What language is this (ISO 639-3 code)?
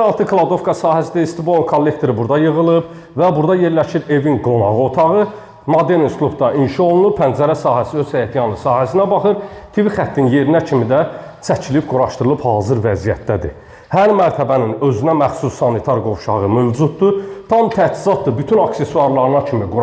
aze